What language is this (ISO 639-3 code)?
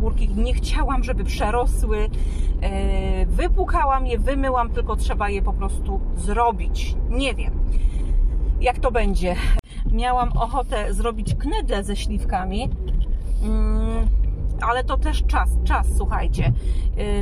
pol